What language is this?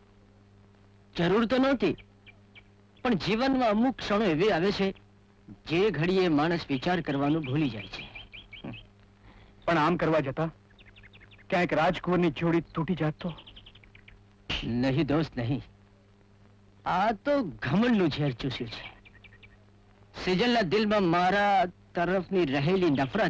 Gujarati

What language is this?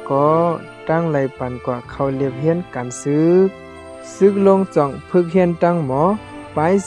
Shan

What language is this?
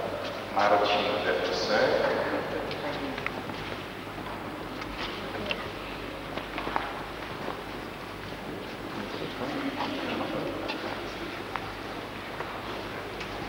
Polish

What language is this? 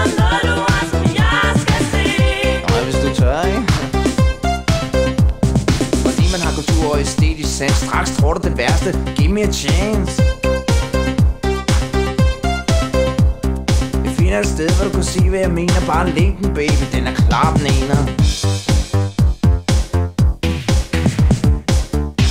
Danish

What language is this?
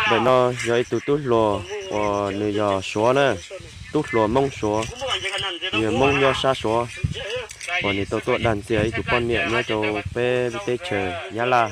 Hmong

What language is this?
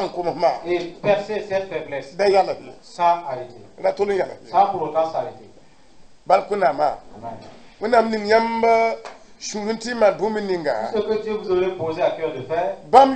Mossi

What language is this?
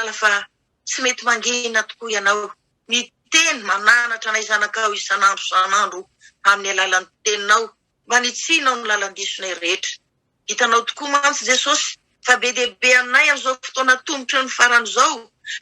Malagasy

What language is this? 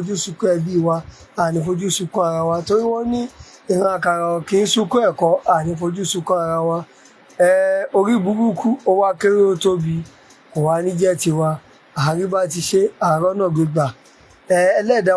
Yoruba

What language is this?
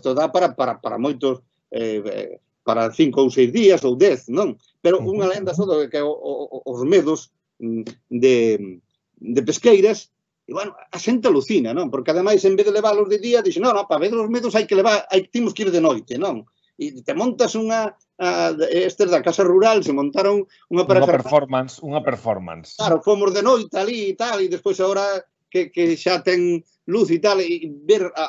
Galician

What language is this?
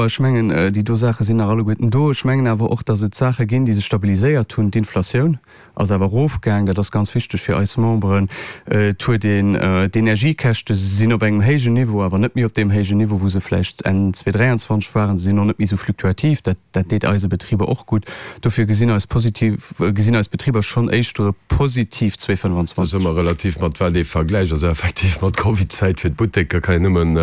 Luxembourgish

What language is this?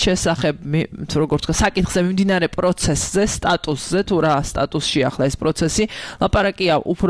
Georgian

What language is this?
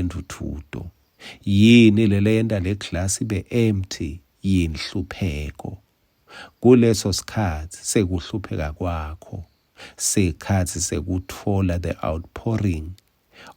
Swati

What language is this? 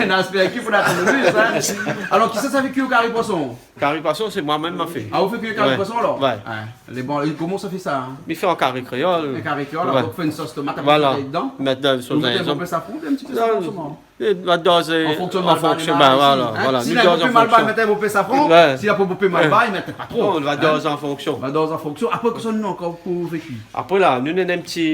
Réunion Creole French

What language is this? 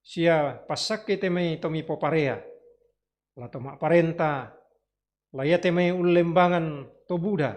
Toraja-Sa'dan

